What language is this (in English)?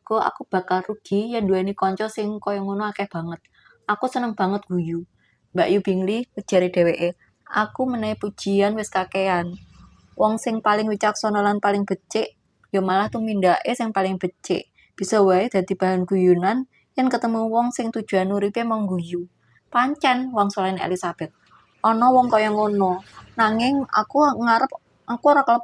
Javanese